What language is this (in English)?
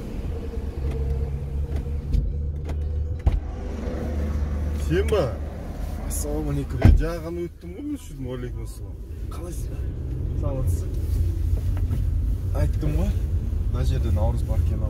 Kazakh